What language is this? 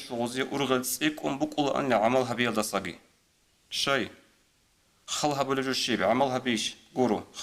Avaric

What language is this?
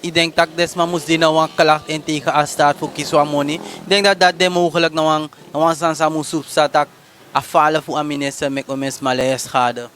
Sranan Tongo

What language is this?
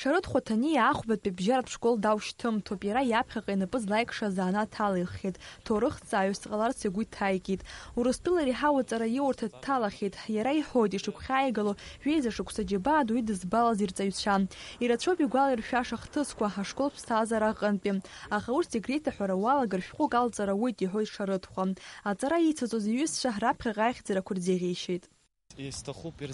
Abkhazian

